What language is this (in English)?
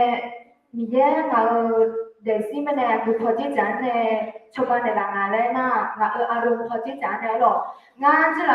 Akha